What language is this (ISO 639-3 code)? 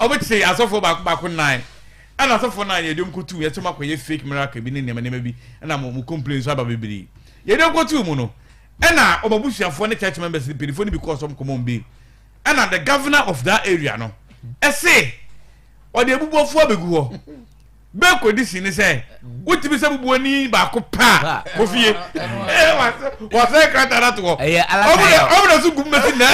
aka